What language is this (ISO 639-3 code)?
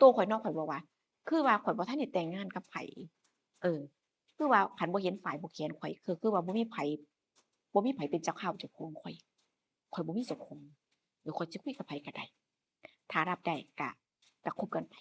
tts